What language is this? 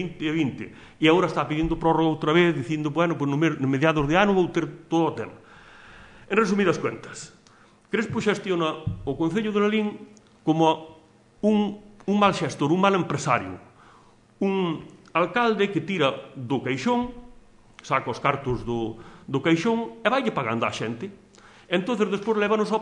Galician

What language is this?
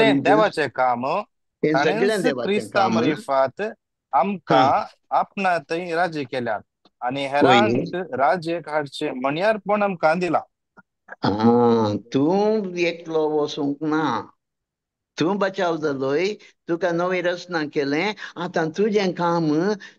Konkani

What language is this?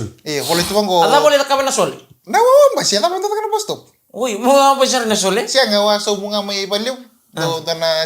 Fijian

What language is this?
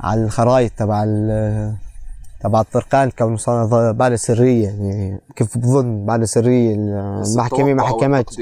North Levantine Arabic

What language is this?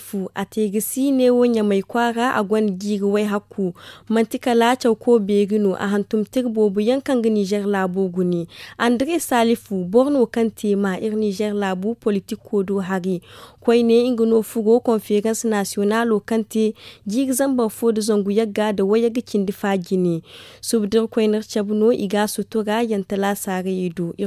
Zarma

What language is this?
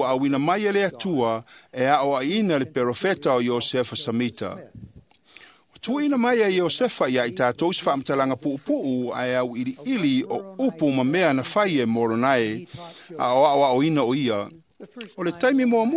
Samoan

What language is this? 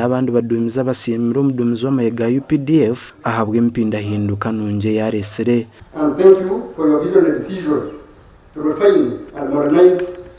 Nyankole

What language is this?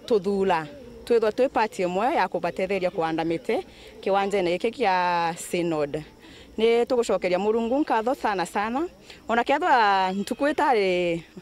Meru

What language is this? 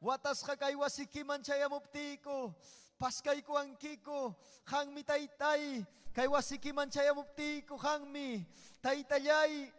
Ayacucho Quechua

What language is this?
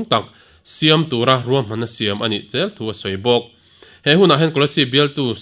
Mizo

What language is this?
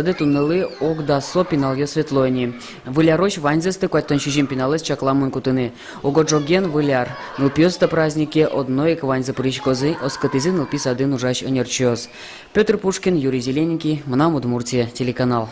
Udmurt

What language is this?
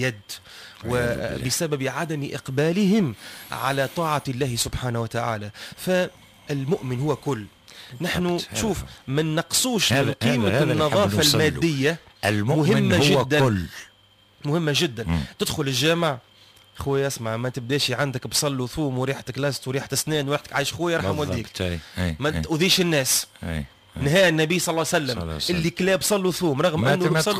Tunisian Arabic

